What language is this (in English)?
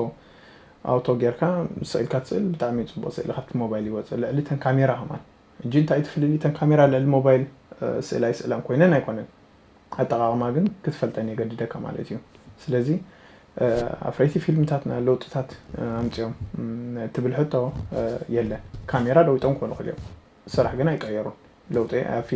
Tigrinya